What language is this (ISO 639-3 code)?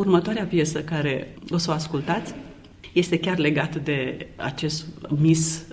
ron